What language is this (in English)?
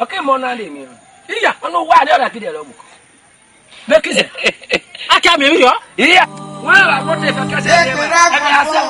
Esan